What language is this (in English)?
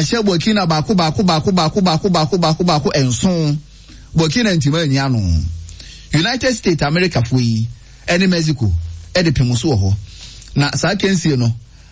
Akan